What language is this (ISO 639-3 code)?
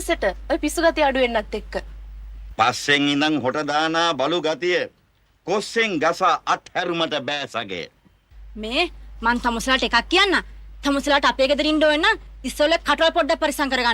sin